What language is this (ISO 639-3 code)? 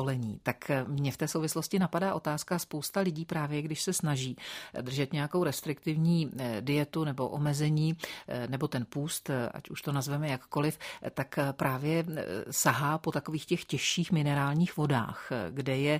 ces